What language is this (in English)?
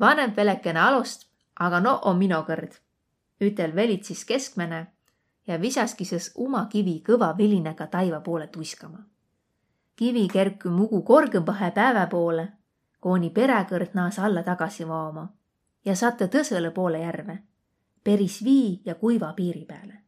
Võro